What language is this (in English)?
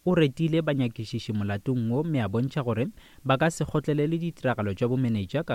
Northern Sotho